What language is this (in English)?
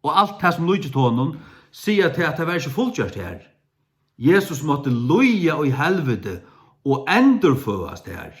Faroese